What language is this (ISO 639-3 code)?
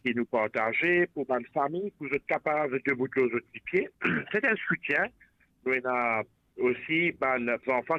mfe